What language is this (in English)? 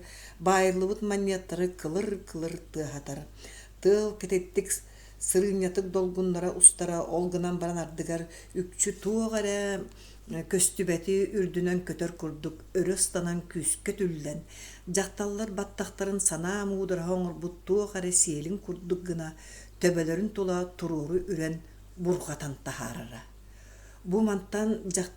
Yakut